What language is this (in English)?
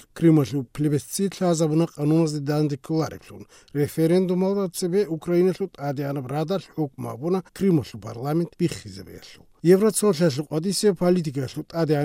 Avaric